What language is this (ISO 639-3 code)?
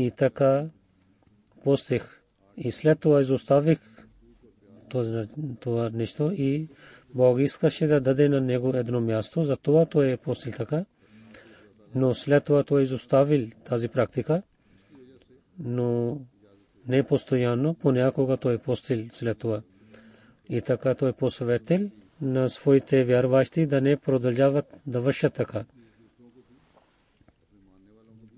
bul